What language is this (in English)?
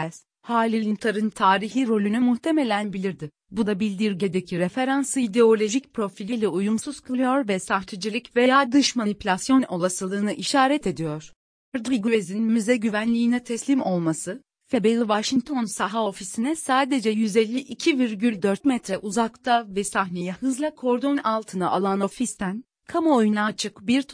Turkish